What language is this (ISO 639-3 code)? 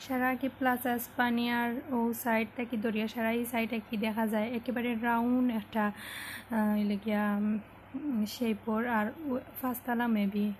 syl